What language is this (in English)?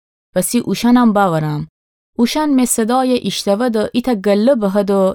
Gilaki